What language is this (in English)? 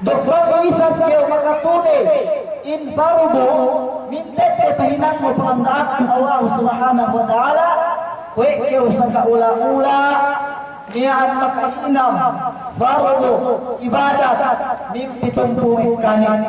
Yakan